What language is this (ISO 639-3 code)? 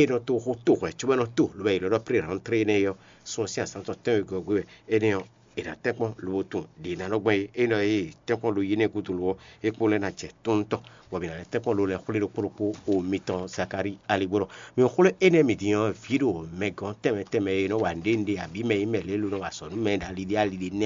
fon